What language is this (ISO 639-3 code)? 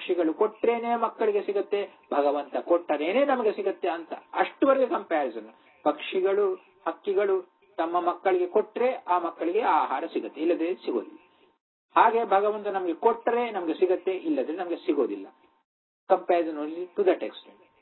kan